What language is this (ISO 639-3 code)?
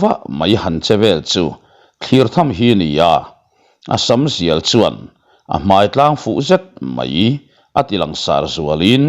lus